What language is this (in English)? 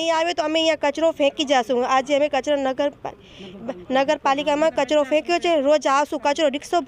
Gujarati